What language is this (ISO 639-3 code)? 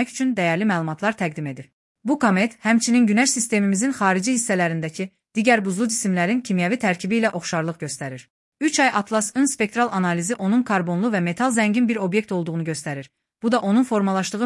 aze